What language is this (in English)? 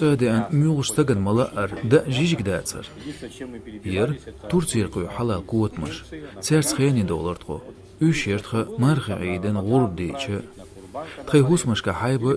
Chechen